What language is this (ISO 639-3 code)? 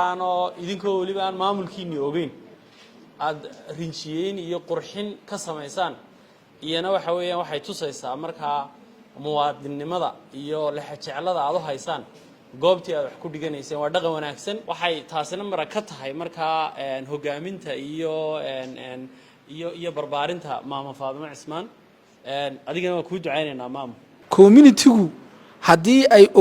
som